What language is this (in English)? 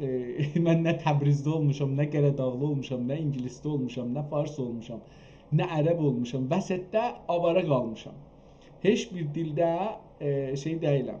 South Azerbaijani